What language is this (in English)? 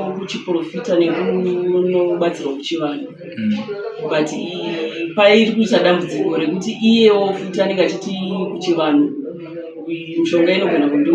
Shona